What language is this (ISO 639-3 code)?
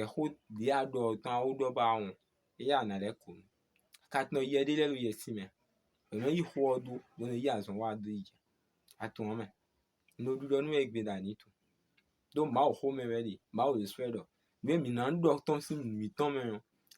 fon